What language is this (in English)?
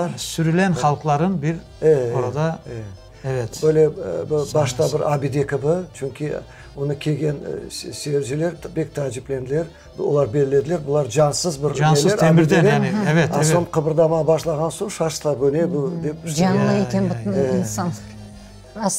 Crimean Tatar